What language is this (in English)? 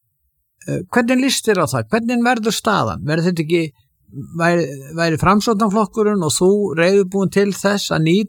Icelandic